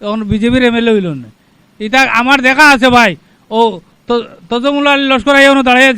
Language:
Sylheti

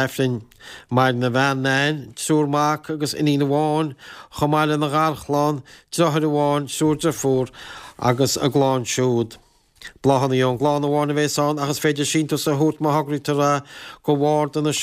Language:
Irish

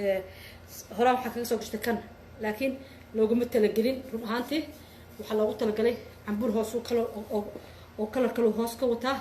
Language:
Somali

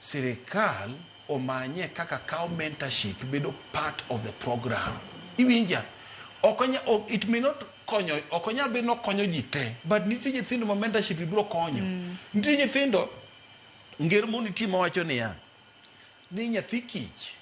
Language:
Luo (Kenya and Tanzania)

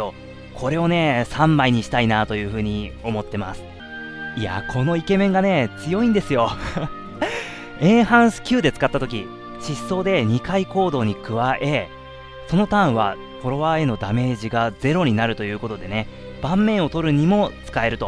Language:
Japanese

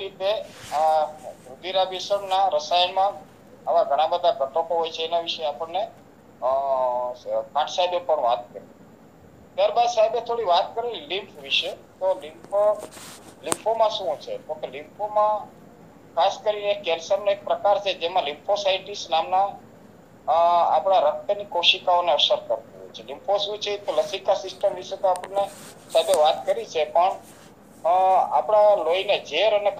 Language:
Gujarati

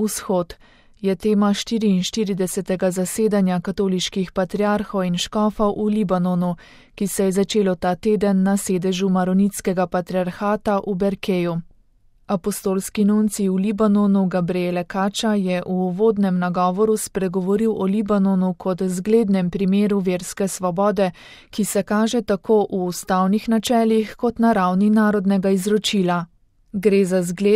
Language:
Slovenian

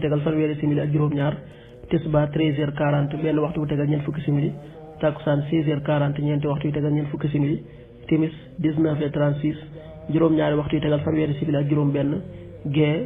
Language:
Wolof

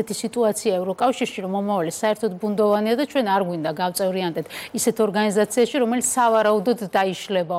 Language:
Georgian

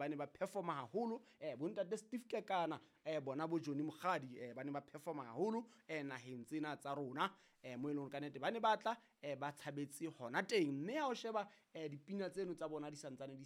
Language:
Southern Sotho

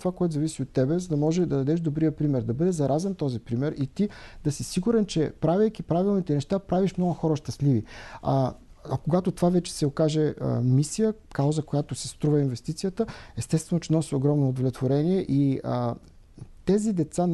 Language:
Bulgarian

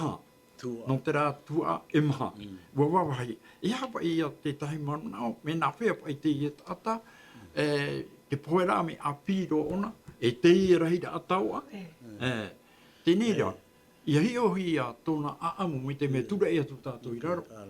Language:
Tahitian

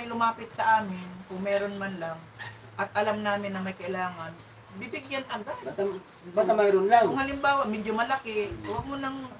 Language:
Filipino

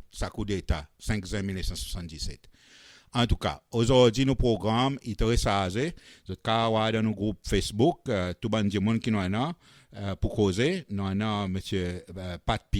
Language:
Seselwa Creole French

